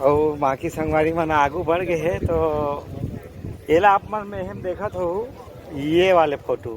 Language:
Chhattisgarhi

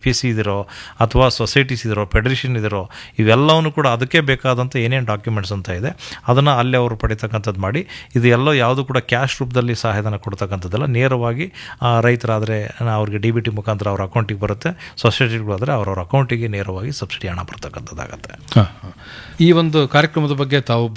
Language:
Kannada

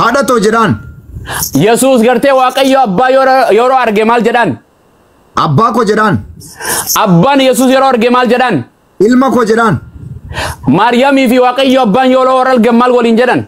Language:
Oromo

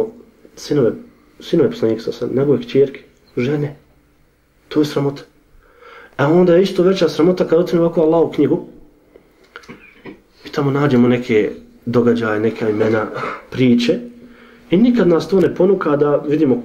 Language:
Bosnian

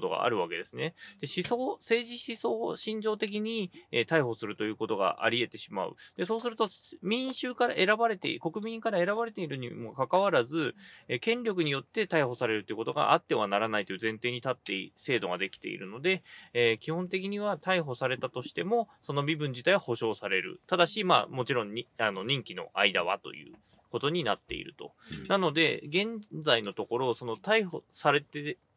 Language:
Japanese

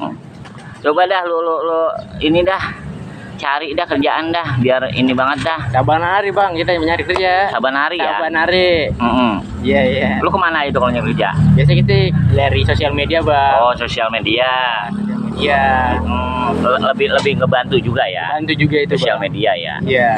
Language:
Betawi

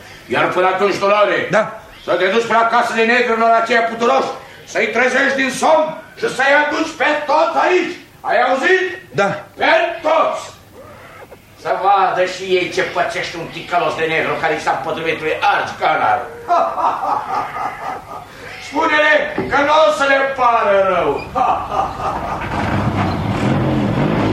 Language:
Romanian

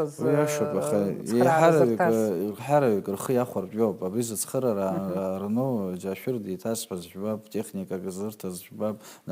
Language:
Abkhazian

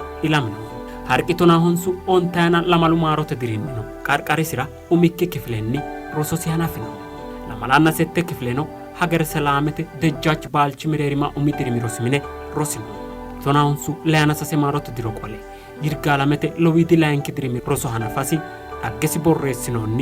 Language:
Sidamo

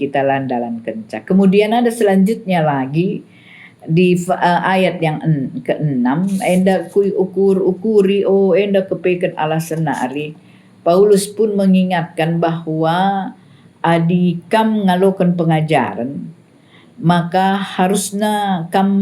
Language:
Batak Karo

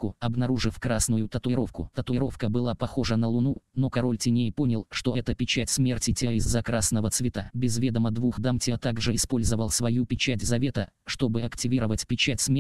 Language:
Russian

